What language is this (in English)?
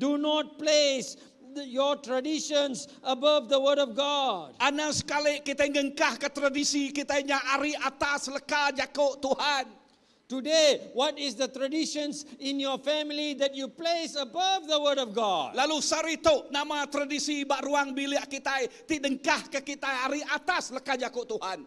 Iban